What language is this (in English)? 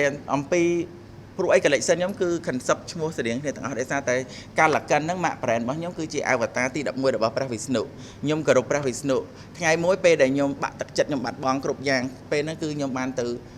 Khmer